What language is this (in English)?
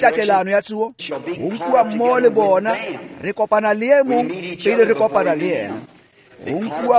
Tswana